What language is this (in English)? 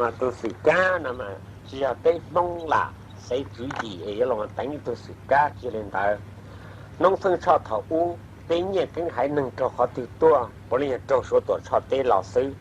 Hmong